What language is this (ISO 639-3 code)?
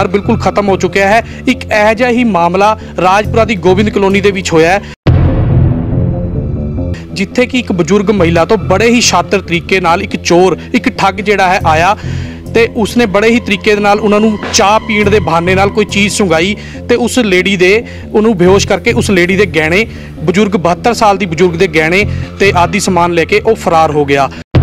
pan